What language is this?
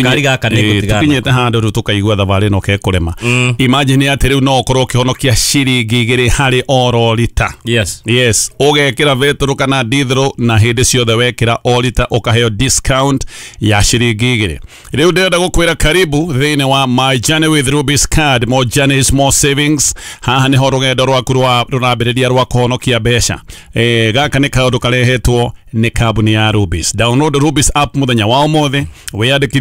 Kikuyu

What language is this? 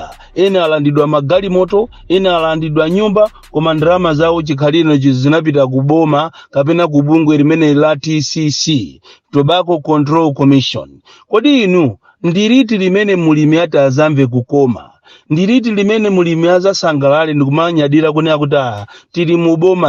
Nyanja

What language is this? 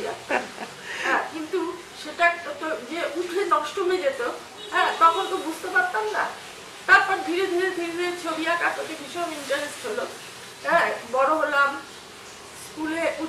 Bangla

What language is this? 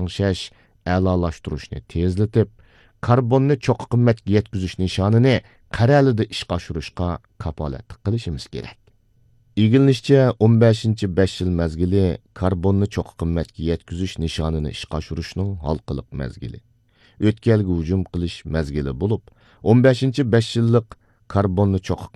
Uyghur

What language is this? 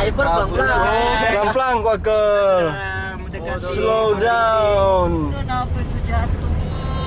Manado Malay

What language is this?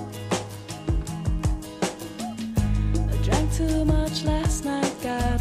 Chinese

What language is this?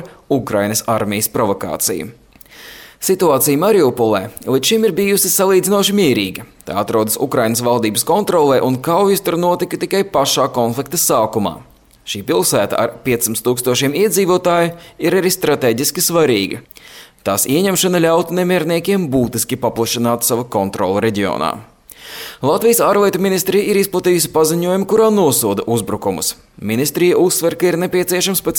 Latvian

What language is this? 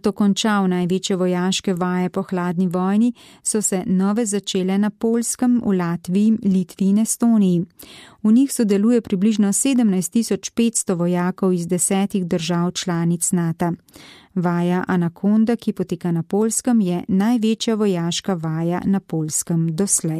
Slovenian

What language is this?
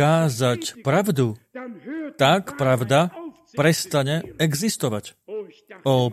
Slovak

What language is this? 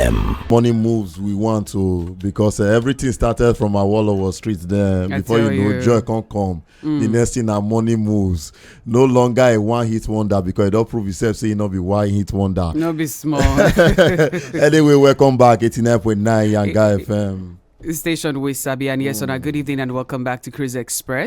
Nigerian Pidgin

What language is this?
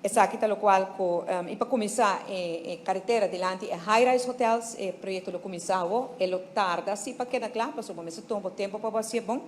Papiamento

